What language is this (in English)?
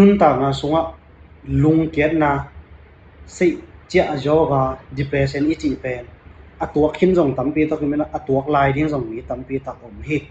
Tedim Chin